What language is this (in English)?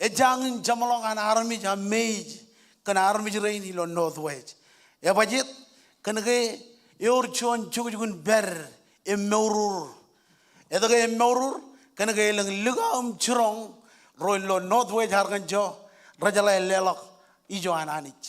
Marshallese